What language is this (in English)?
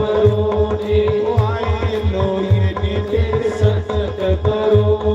Dogri